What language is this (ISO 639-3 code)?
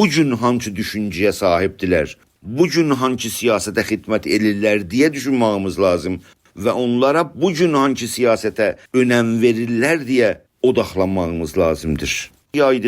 azb